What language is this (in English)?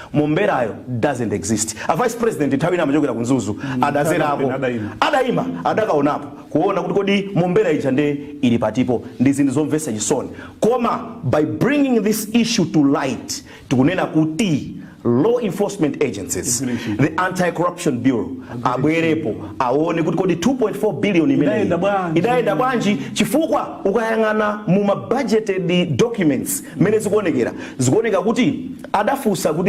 Nyanja